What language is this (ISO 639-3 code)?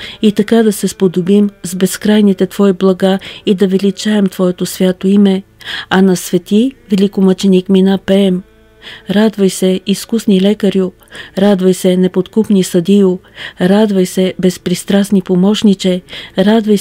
bul